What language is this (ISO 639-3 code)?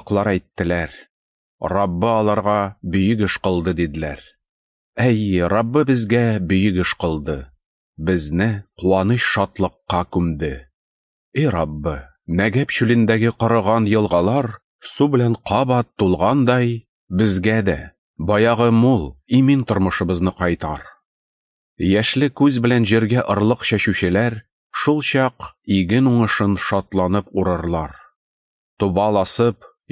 tat